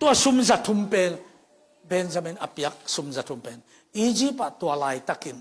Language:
Tedim Chin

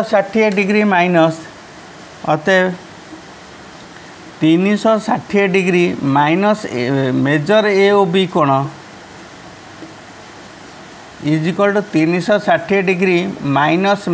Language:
Odia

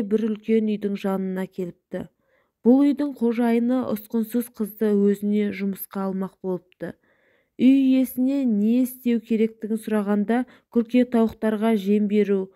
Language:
Kazakh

